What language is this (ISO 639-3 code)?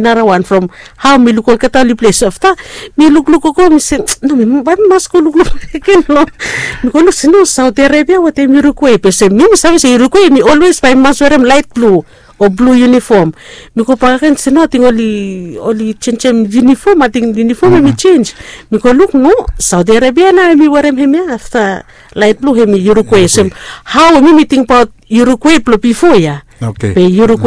bis